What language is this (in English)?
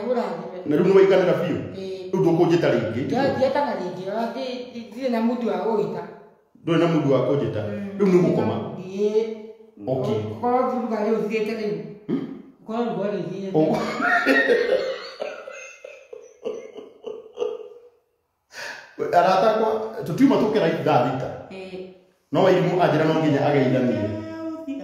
Kikuyu